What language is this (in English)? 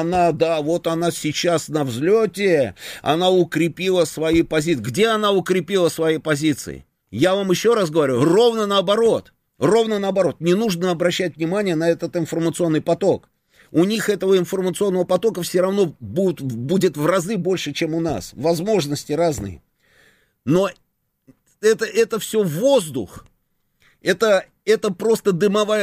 Russian